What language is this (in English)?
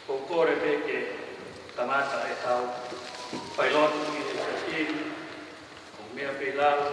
Tongan